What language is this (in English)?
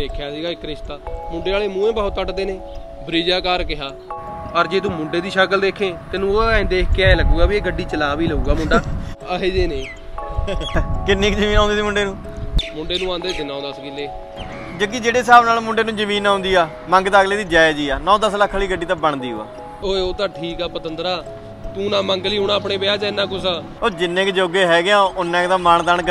Punjabi